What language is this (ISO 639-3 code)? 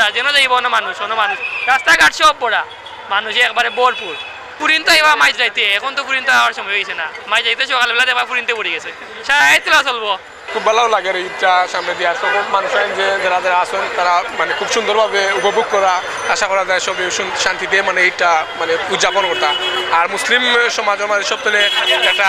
syl